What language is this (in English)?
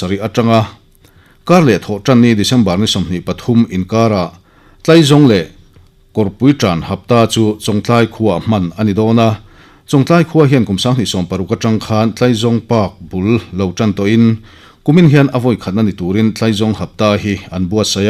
Mizo